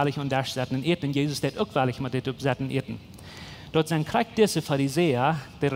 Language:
Plautdietsch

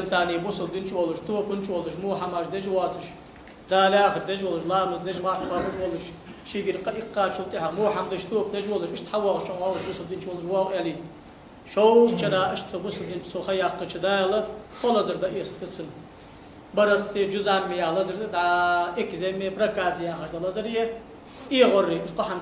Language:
Ingush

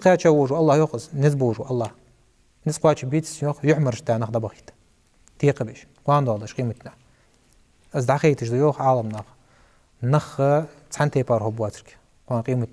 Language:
Ingush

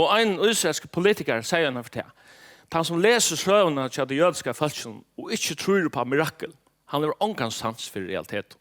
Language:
Faroese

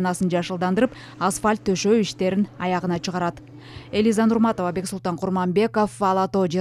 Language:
Kyrgyz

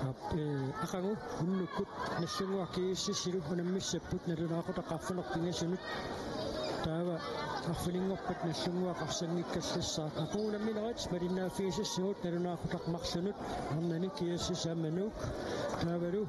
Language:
Kalaallisut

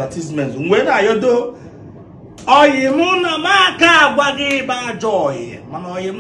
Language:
Igbo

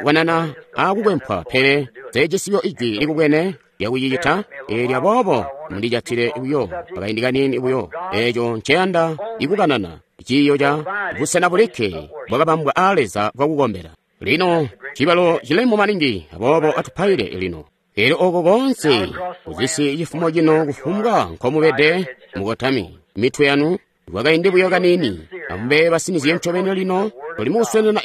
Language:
Tonga (Zambia)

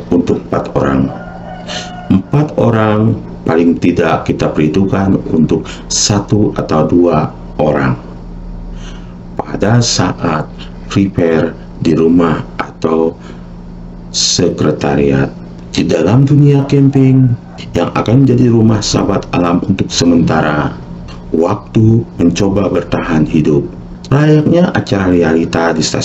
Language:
Indonesian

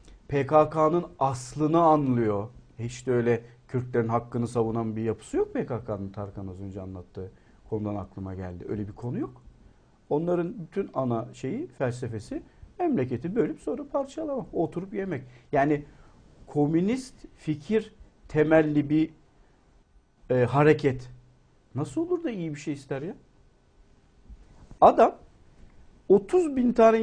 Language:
Turkish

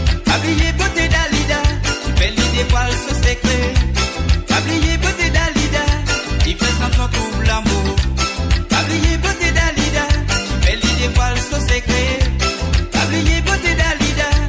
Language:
Morisyen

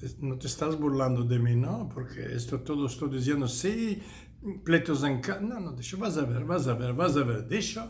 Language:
Ladino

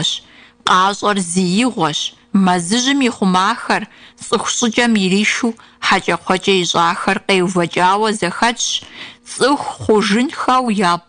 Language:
Kabardian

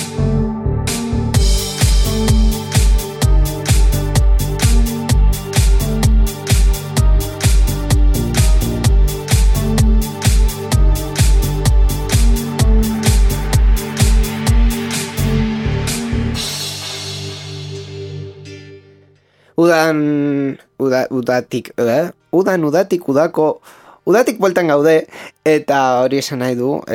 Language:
Basque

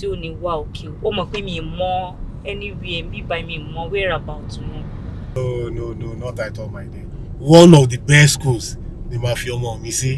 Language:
Yoruba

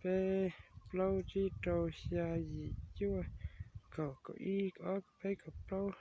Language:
Hmong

